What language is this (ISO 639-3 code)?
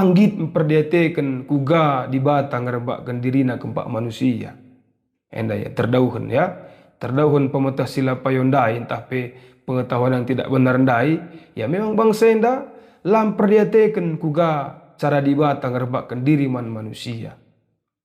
btx